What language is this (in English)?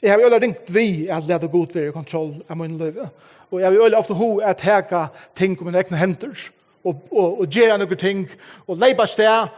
Faroese